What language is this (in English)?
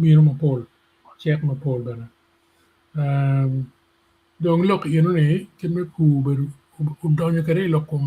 Acoli